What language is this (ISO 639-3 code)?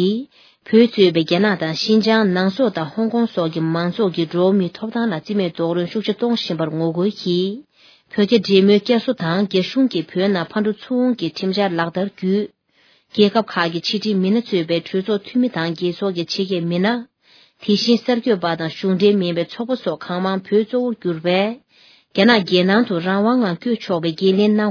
bod